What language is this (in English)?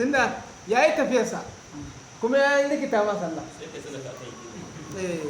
Hausa